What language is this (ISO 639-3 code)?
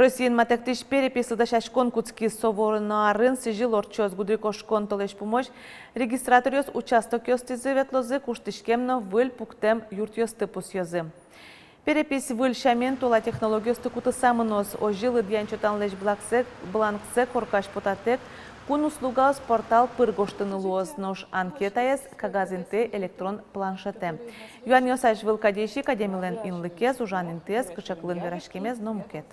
udm